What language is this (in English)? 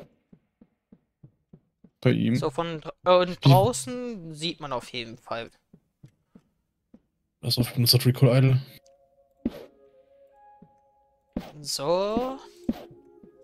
German